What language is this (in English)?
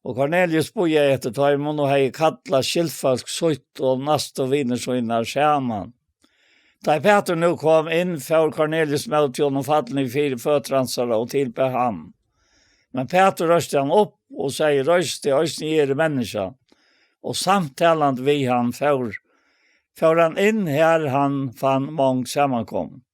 Faroese